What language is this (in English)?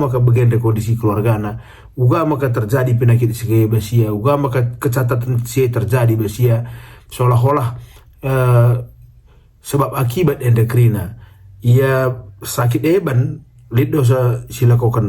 Batak Karo